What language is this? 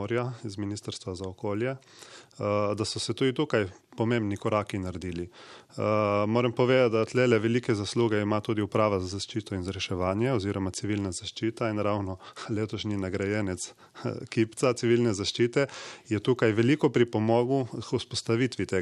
Slovenian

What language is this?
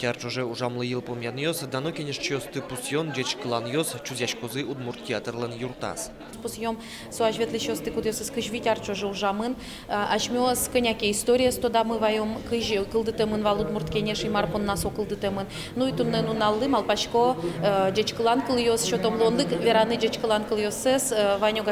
Udmurt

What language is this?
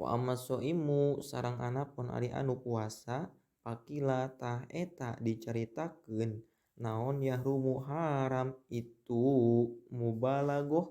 Sundanese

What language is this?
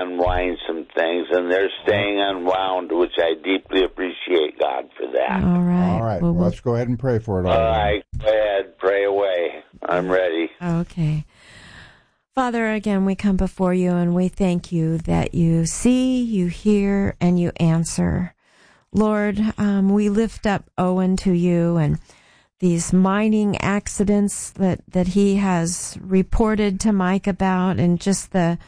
English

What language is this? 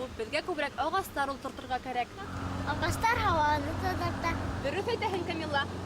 Bashkir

